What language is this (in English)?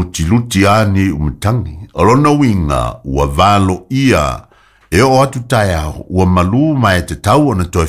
Samoan